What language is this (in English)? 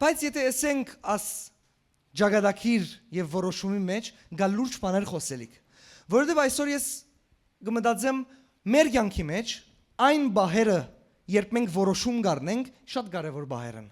Western Armenian